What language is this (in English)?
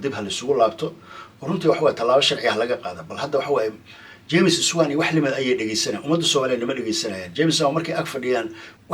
Somali